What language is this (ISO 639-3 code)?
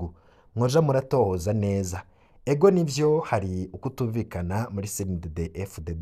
run